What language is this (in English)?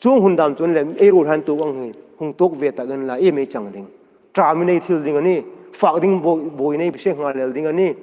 Hmar